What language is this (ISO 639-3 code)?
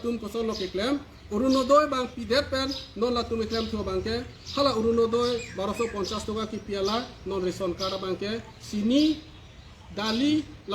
mjw